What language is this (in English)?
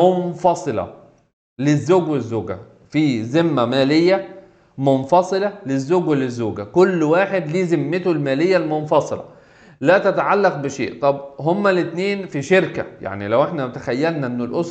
Egyptian Arabic